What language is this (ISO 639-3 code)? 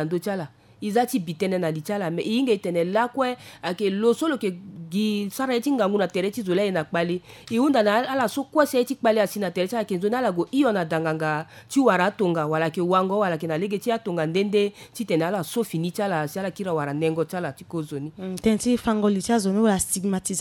sag